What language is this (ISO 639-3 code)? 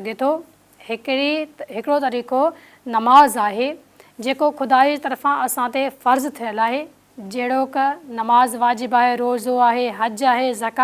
snd